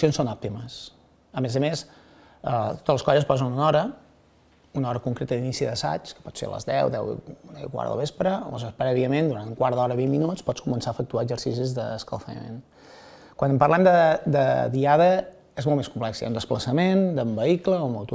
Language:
Catalan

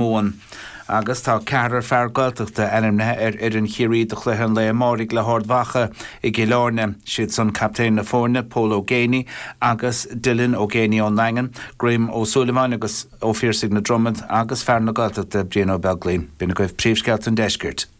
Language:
Irish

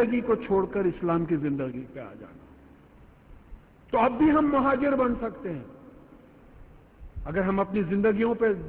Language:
Urdu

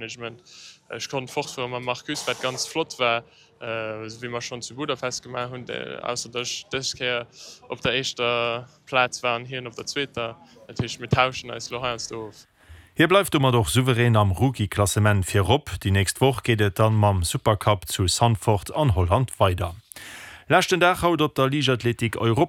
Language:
Luxembourgish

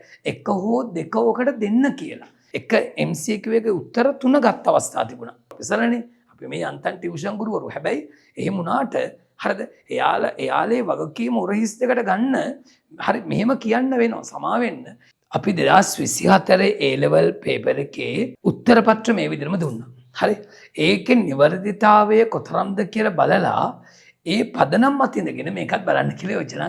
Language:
Sinhala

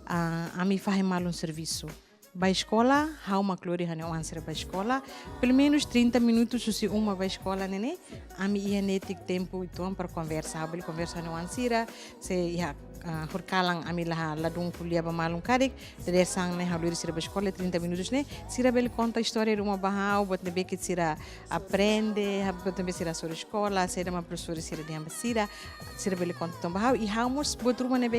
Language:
Tetum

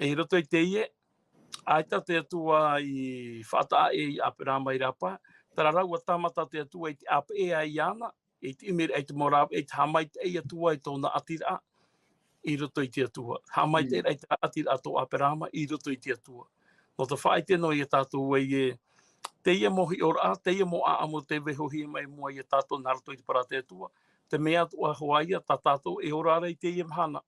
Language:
Tahitian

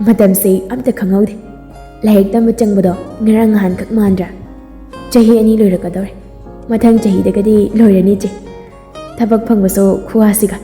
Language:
Manipuri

